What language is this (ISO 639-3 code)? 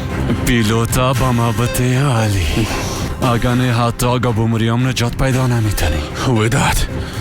fas